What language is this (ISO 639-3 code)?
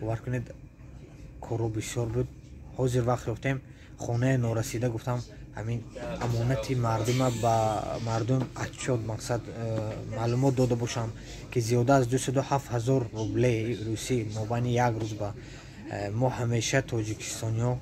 tgk